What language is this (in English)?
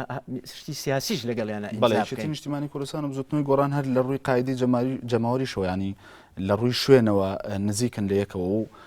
Central Kurdish